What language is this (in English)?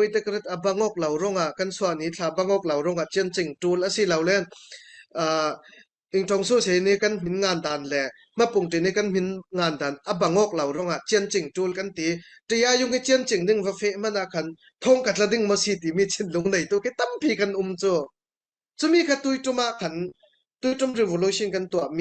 Falam Chin